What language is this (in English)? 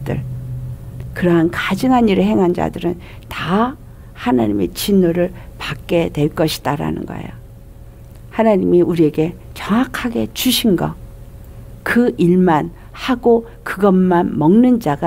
Korean